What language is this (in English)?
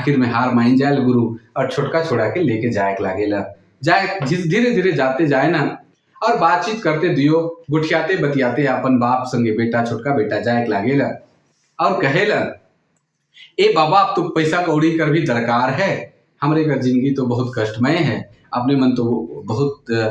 Sadri